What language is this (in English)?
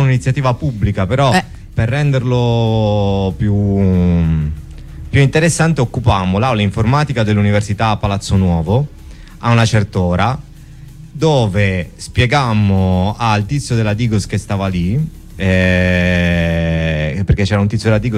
Italian